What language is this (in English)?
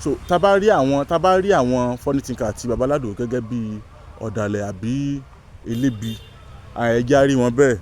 Yoruba